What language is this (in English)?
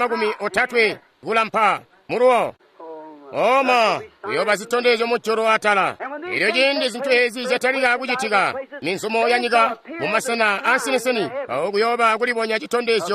Tonga (Zambia)